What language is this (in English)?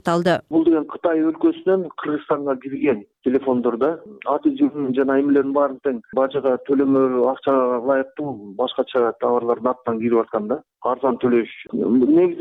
Kyrgyz